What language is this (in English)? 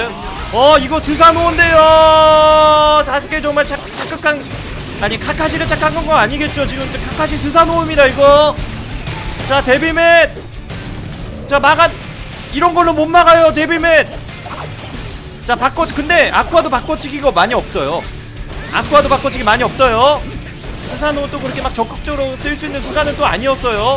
Korean